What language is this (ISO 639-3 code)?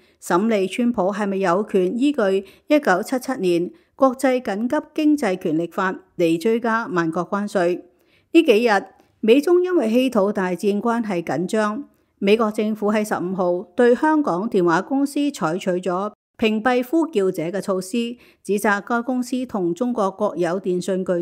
yue